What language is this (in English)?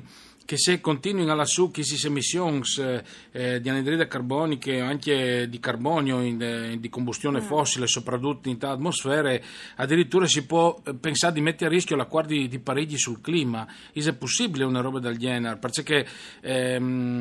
Friulian